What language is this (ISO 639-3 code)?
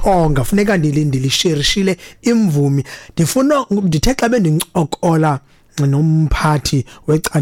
xho